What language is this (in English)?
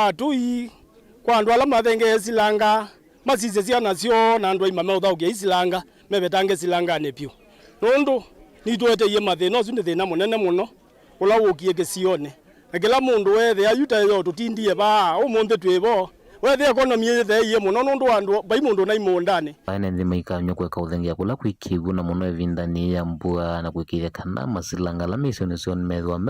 Kamba